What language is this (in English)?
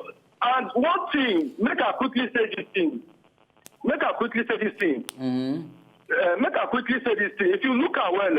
Nigerian Pidgin